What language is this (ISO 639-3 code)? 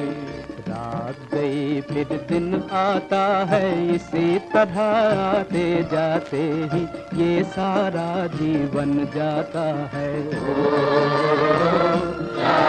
hin